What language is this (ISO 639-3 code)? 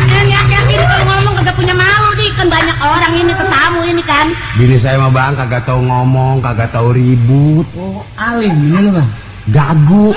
bew